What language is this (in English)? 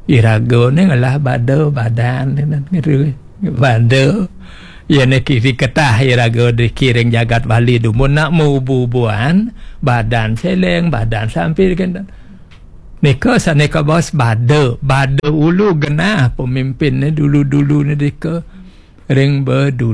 Balinese